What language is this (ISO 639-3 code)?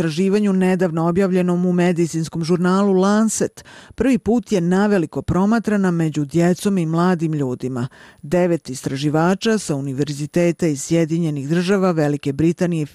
bos